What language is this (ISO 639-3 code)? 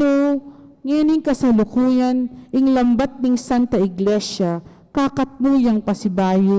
pam